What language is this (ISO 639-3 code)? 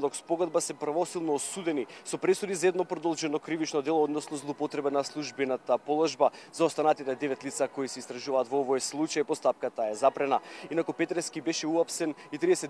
mkd